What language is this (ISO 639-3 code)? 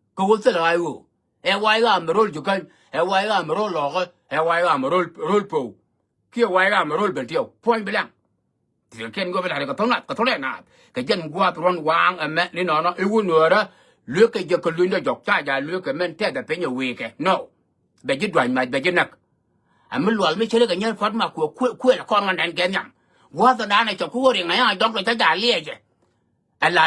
nus